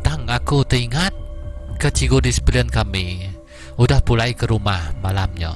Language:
Iban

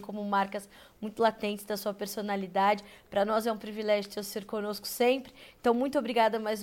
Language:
Portuguese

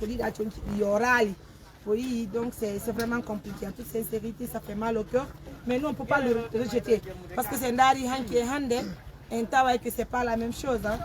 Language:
Pular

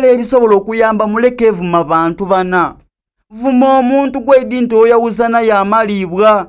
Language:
Soga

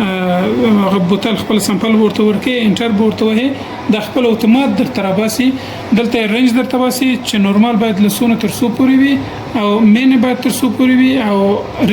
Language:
Pashto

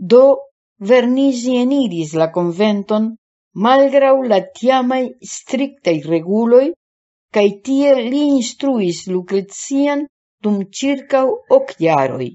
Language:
Esperanto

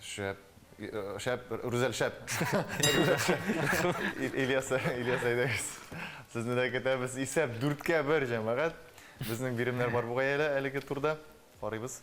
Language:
Tatar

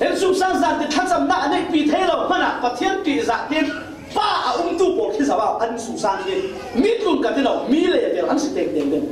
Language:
Falam Chin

